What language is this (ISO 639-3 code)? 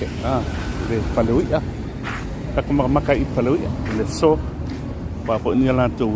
smo